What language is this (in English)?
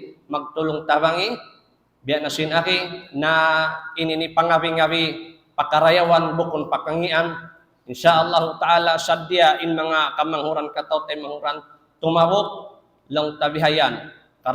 Tausug